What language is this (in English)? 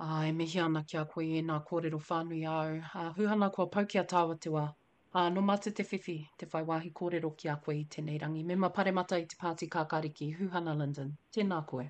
Māori